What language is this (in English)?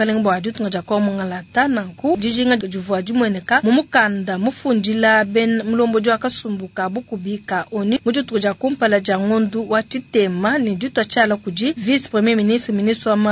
Luba-Lulua